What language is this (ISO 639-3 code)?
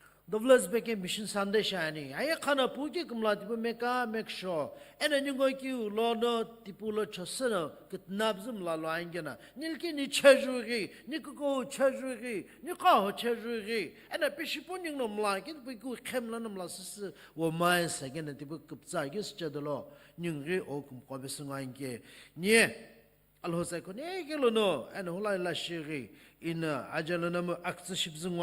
nsm